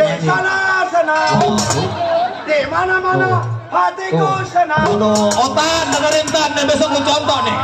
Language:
Betawi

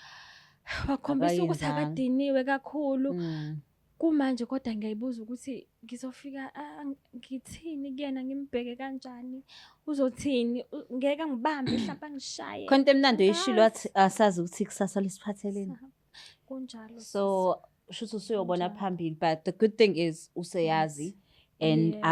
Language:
Zulu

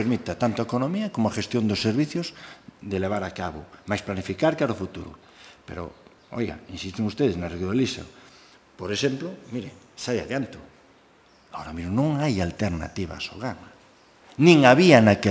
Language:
Galician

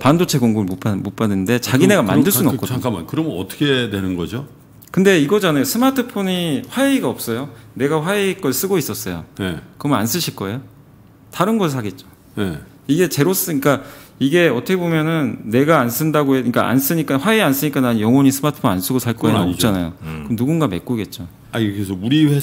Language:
Korean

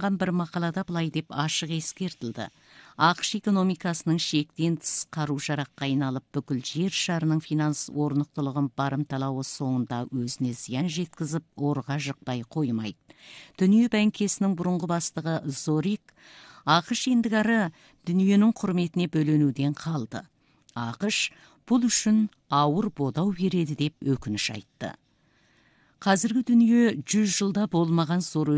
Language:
Kazakh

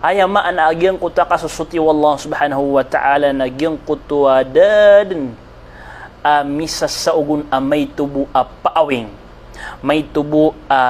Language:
Maranao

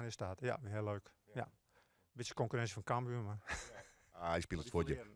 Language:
Western Frisian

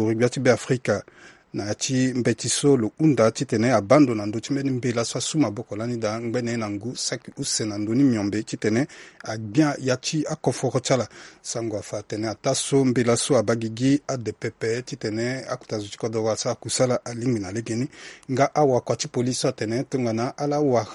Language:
Sango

